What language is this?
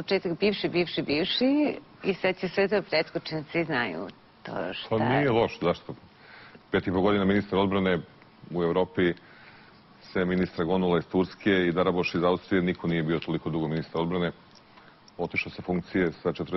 Serbian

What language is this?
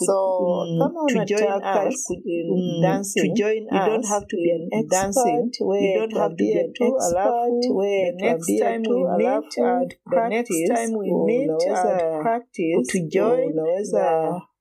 Swahili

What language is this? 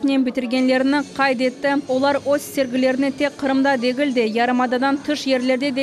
Crimean Tatar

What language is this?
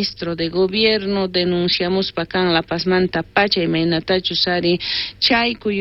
South Bolivian Quechua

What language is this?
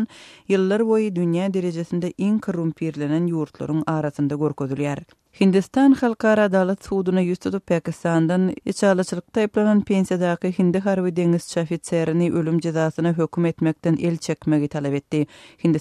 Turkmen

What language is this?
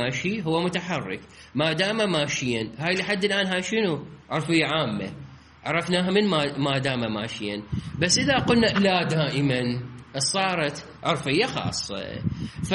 Mesopotamian Arabic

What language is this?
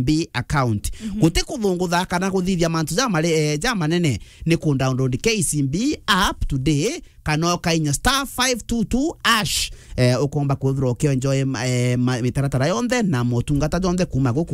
Meru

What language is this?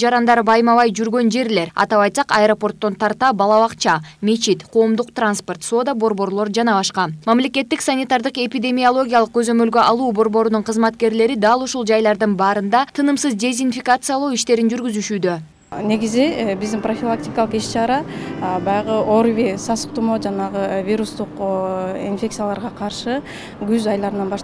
Kyrgyz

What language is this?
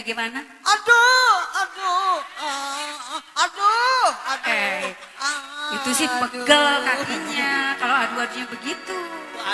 Betawi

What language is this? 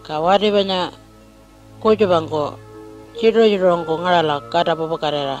Pitjantjatjara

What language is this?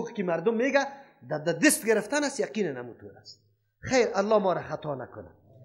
Persian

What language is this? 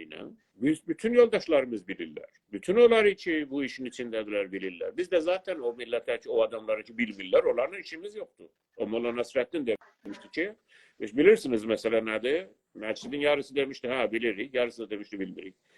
South Azerbaijani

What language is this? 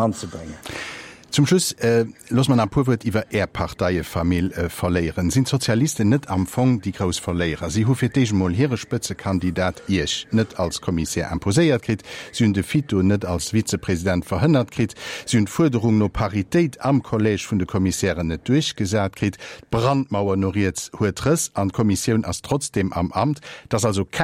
Luxembourgish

